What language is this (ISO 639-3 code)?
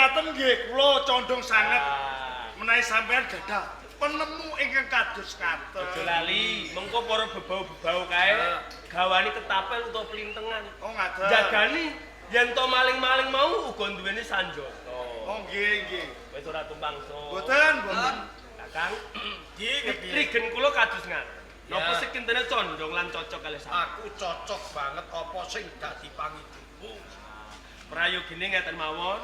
jav